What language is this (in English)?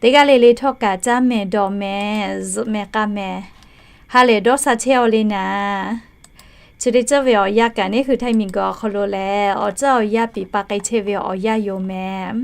Lahu